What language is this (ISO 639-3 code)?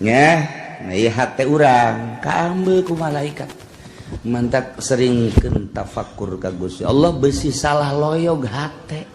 sun